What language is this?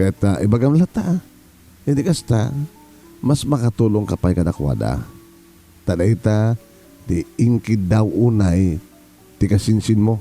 Iloko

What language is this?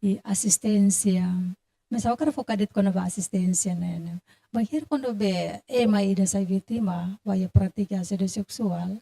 Tetum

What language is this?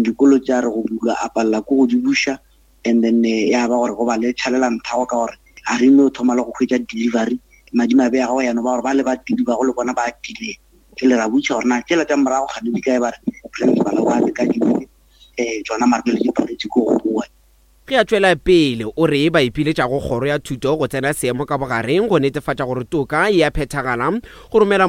Northern Sotho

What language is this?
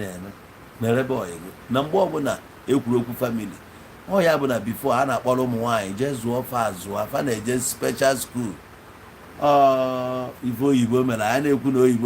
Igbo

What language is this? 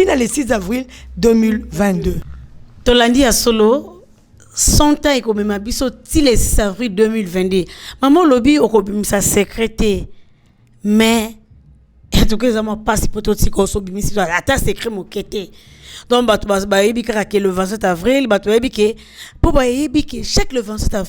Lingala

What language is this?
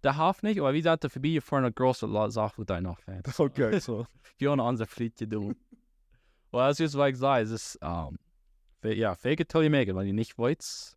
Plautdietsch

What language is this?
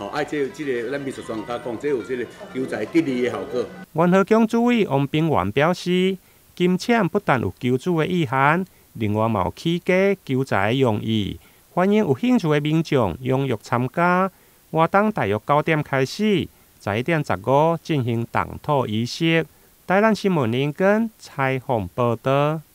Min Nan Chinese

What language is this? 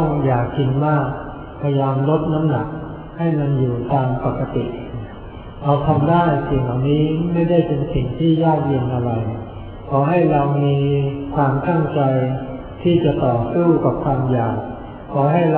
Thai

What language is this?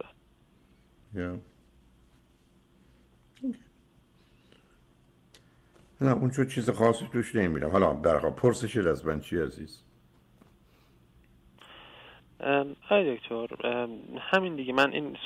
Persian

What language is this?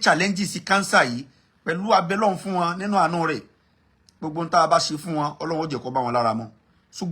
Yoruba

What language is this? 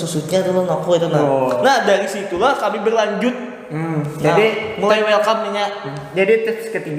Banjar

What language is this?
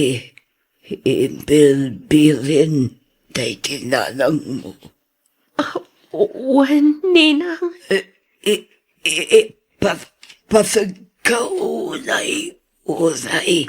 Iloko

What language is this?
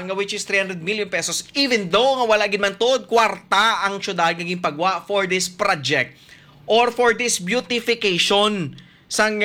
Hiligaynon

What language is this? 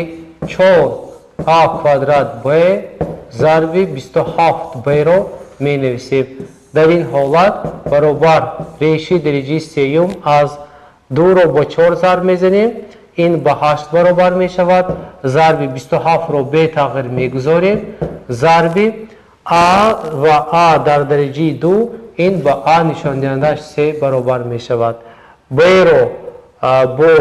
Tajik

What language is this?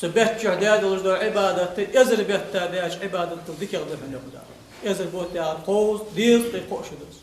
Ingush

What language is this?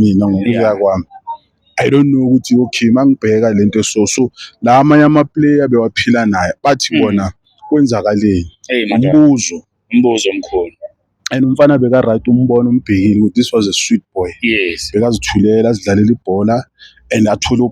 Zulu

